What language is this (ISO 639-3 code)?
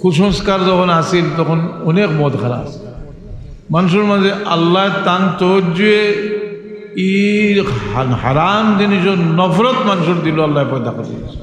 syl